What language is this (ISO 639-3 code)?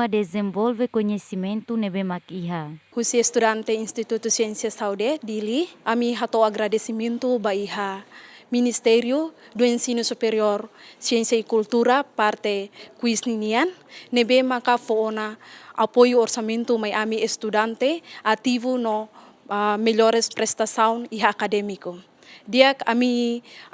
tet